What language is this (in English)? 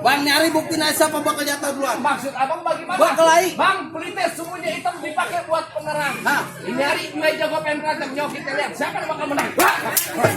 Betawi